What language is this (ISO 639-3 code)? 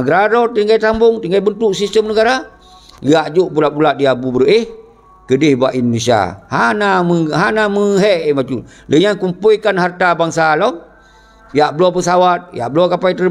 ace